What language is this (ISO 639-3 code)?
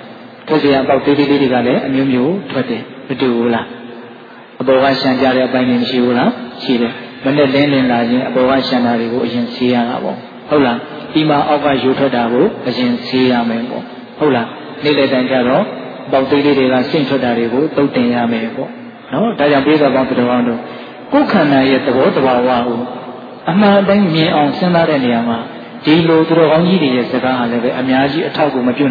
mya